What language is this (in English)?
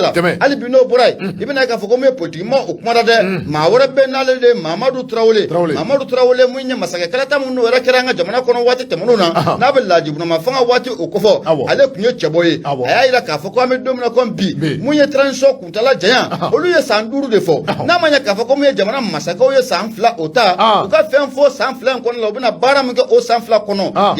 Bambara